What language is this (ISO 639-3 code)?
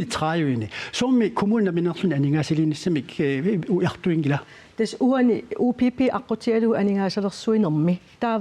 kal